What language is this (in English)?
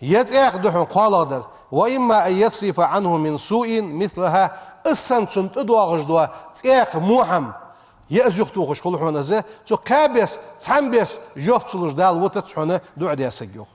Ingush